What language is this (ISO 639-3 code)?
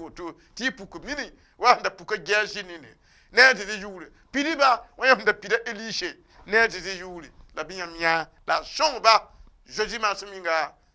mos